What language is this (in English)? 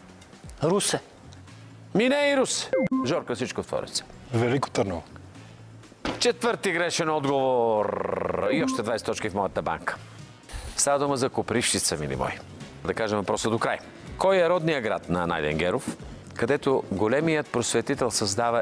Bulgarian